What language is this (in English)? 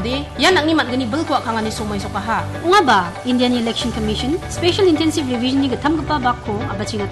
Garo